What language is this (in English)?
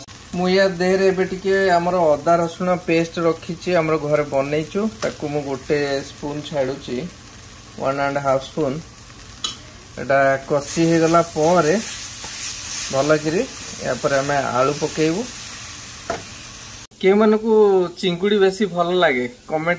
Odia